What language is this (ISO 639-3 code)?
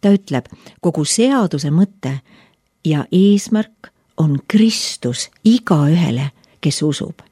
est